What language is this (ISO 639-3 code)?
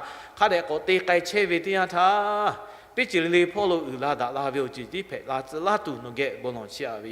lhu